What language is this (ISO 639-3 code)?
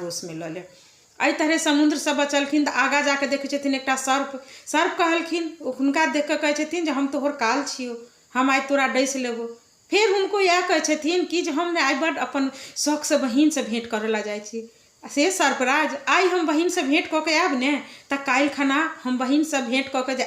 mai